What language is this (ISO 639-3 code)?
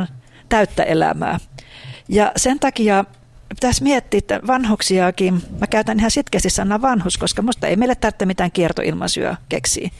fin